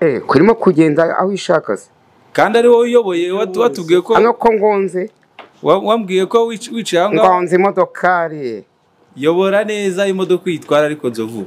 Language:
Kinyarwanda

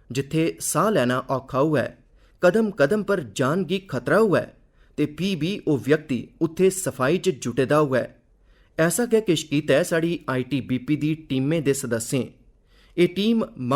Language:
Dogri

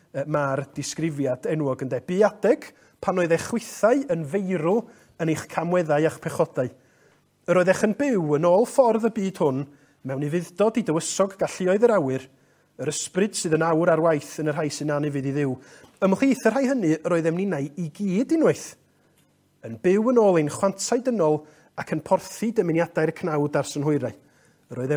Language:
Welsh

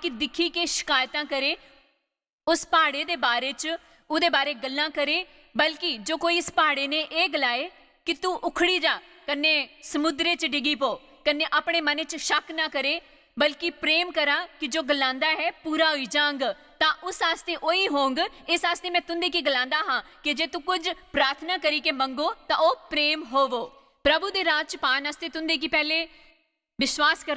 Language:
Dogri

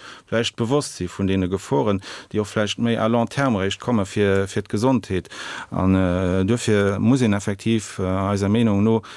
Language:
Luxembourgish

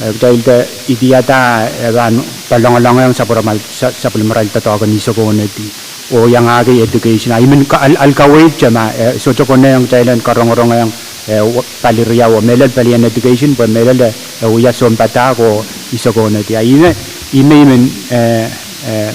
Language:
Pohnpeian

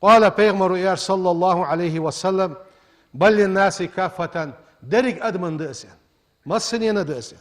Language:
Ingush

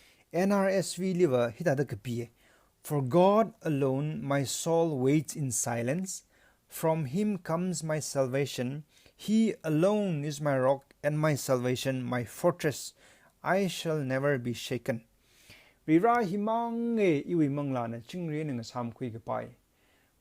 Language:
Tangkhul Naga (India)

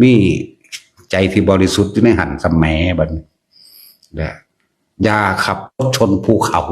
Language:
Northeastern Thai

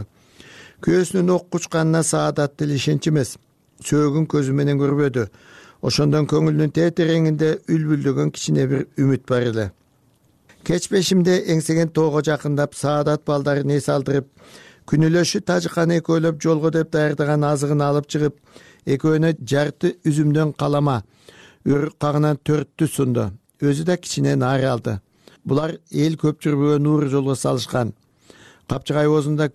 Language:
Kyrgyz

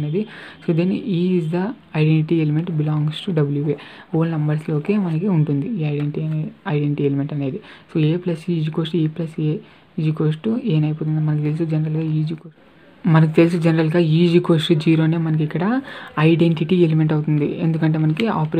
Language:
Telugu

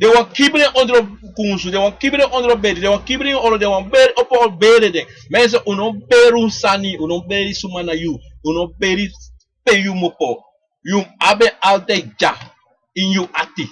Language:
Sranan Tongo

